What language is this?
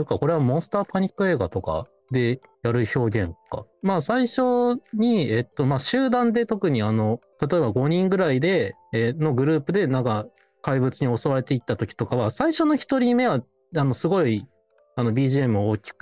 Japanese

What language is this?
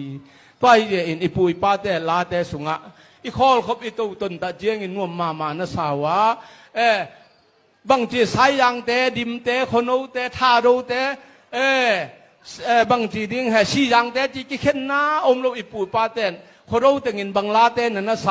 Tedim Chin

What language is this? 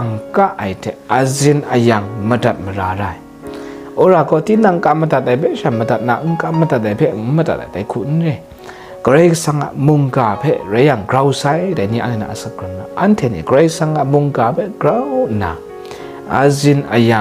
Kachin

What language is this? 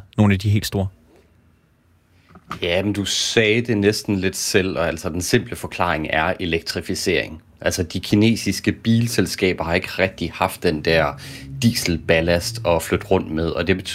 Danish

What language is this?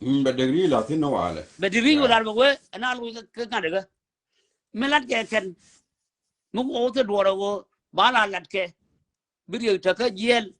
Nuer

